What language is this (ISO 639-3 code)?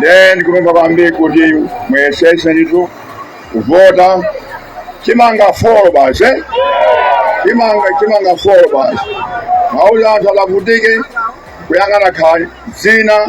nya